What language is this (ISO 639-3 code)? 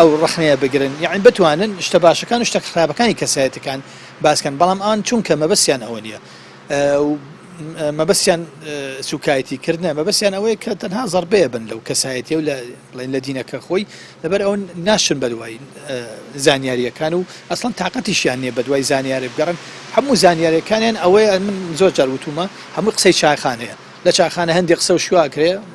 ckb